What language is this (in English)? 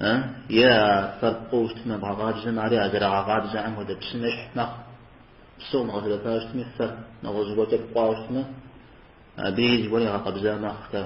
Kabardian